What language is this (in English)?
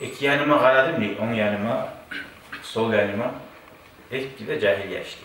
Kumyk